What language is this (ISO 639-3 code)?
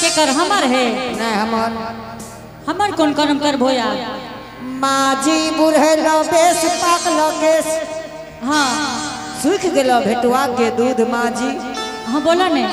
anp